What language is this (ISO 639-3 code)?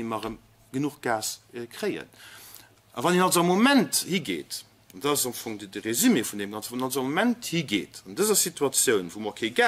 ltz